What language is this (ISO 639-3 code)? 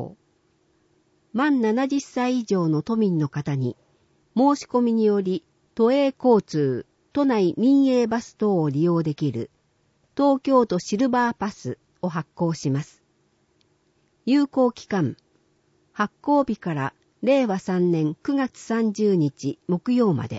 jpn